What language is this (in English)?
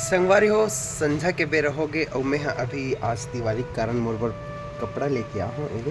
Chhattisgarhi